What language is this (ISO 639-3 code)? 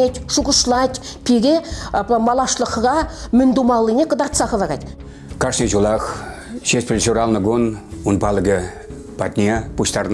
chv